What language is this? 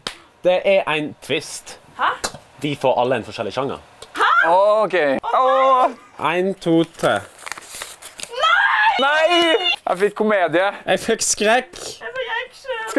Norwegian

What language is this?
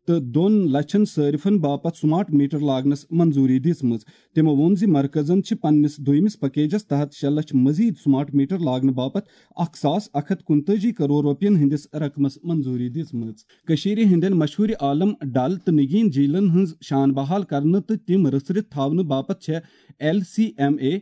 Kashmiri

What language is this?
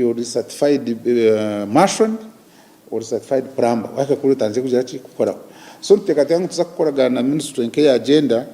Nyankole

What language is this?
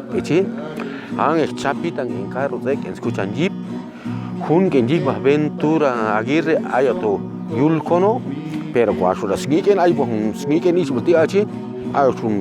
Chuj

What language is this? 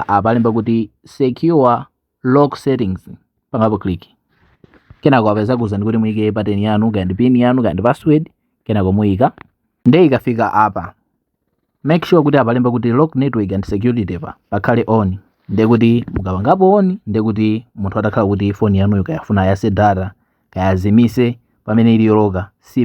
Nyanja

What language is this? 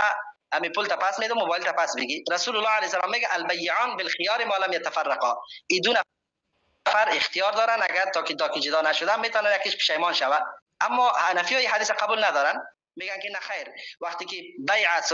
Persian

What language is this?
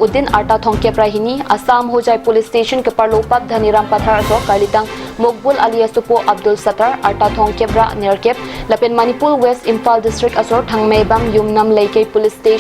Karbi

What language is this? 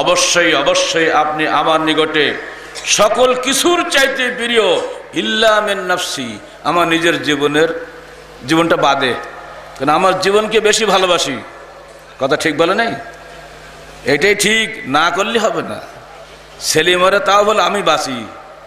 Bangla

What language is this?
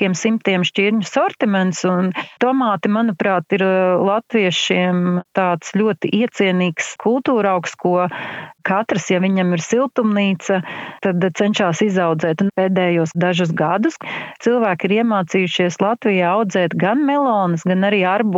Latvian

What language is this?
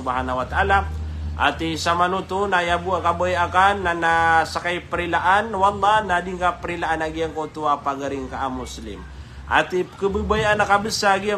Maranao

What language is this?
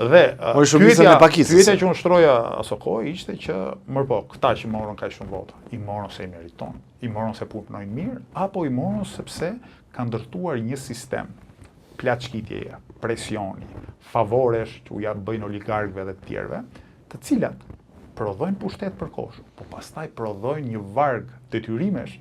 Albanian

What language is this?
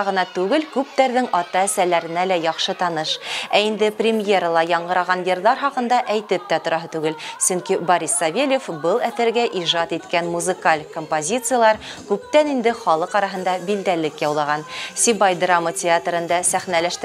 Bashkir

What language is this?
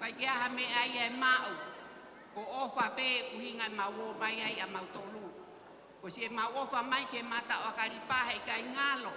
Tongan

